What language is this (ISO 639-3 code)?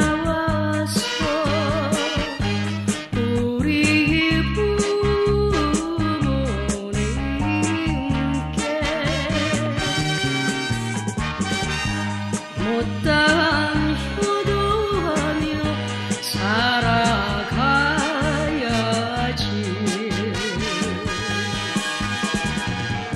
kor